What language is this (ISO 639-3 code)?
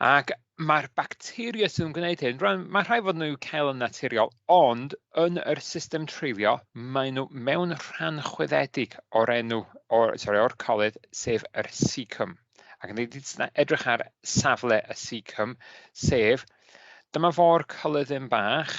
cym